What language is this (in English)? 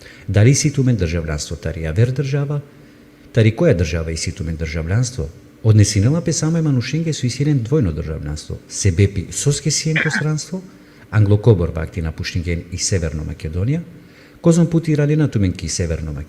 Balkan Romani